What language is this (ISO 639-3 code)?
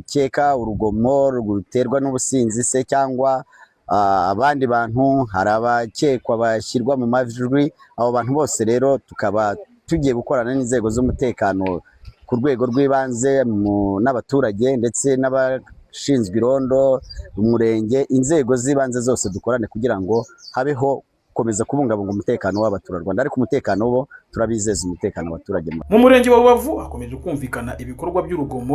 kin